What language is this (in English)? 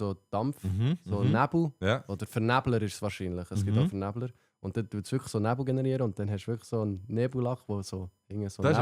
Swiss German